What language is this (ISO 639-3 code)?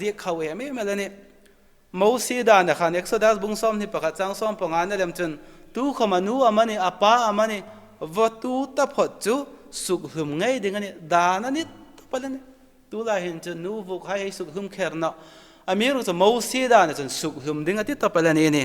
hmr